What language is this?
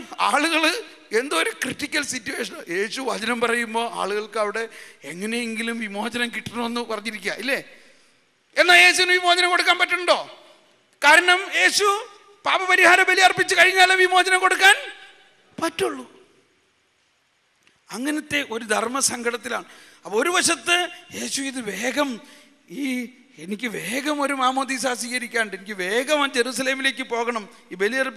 Malayalam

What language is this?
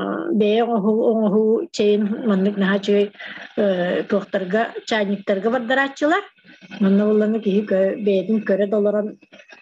Yakut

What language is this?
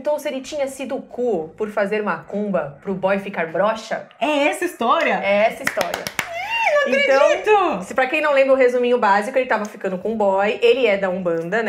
Portuguese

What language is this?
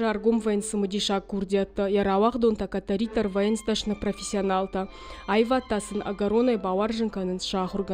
Ossetic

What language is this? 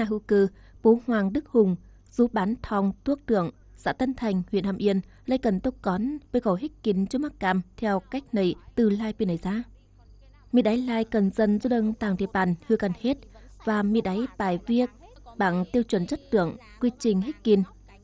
Tày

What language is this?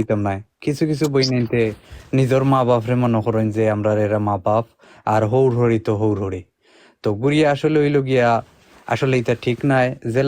Sylheti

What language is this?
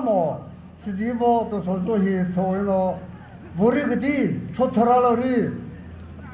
Chokri Naga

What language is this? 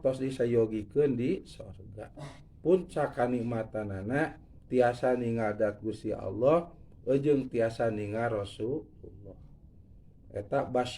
Sundanese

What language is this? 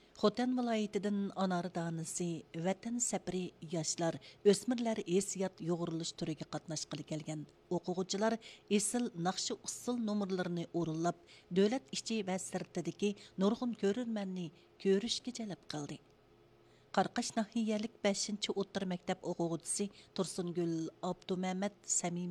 Uyghur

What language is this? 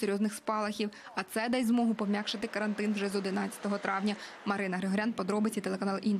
Ukrainian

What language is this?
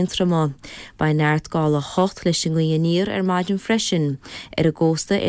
Irish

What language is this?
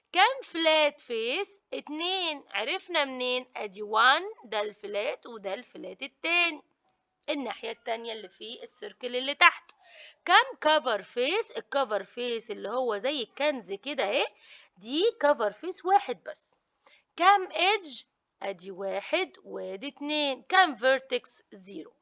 Egyptian Arabic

